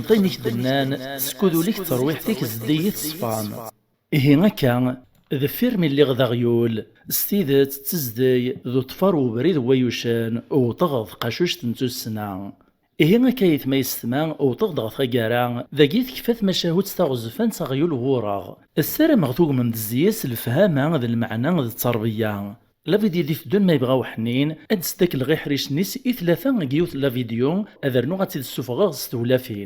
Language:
Kabyle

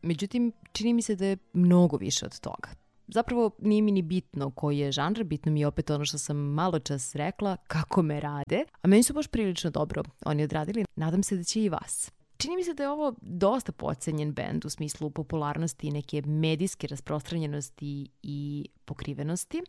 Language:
Serbian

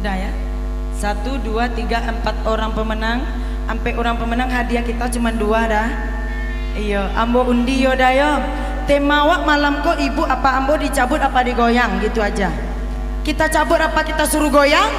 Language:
Minangkabau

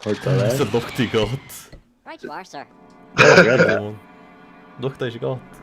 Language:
Faroese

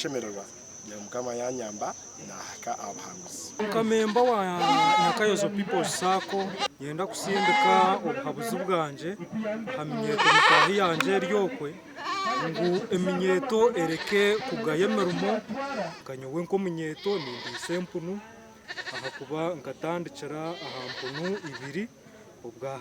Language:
Nyankole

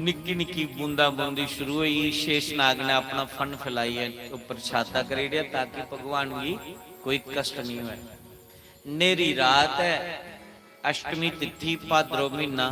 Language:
Dogri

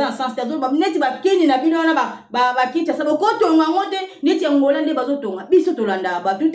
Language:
Lingala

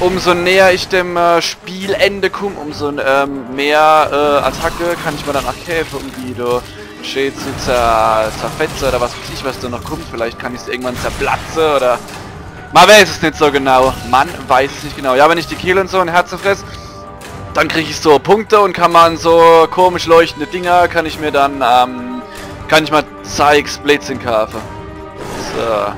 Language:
Palatine German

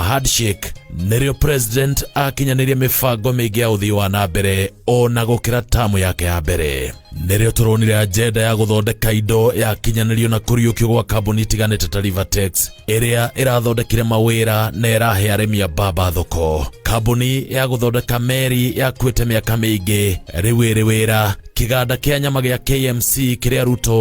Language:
Kikuyu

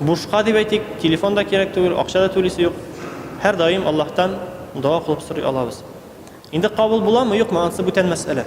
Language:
Tatar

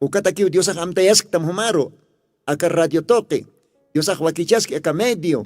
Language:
Aymara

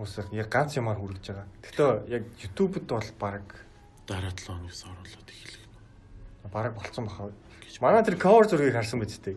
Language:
Mongolian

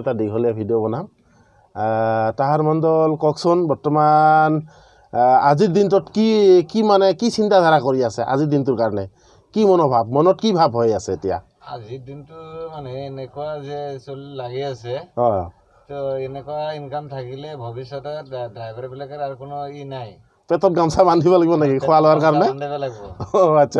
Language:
Assamese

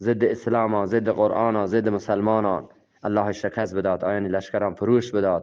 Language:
Eastern Balochi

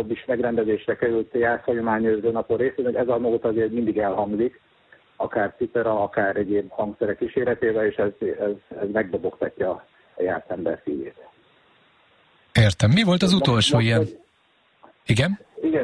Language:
Hungarian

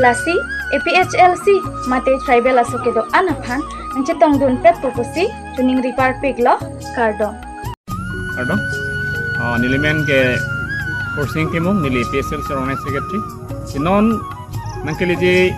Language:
Karbi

